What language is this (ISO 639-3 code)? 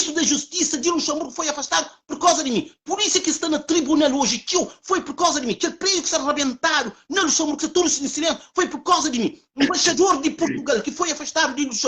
kea